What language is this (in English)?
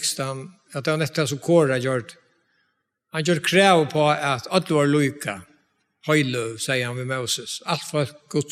Faroese